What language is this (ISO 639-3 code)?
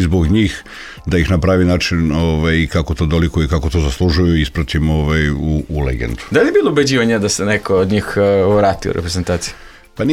srp